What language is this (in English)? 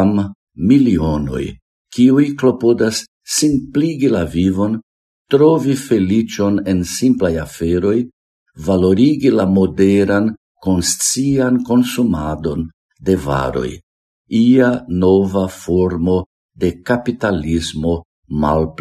Esperanto